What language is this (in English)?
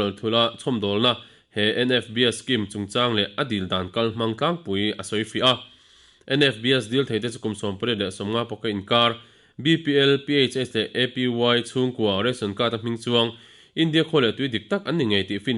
Mizo